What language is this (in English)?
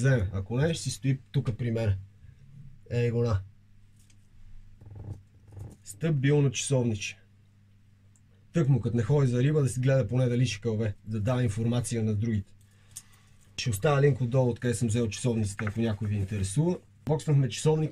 Bulgarian